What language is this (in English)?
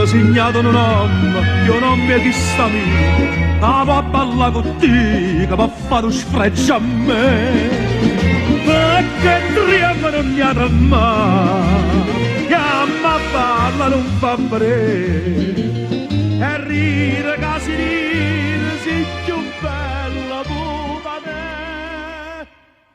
Neapolitan